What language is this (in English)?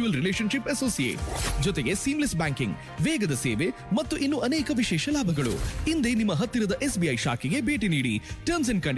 Kannada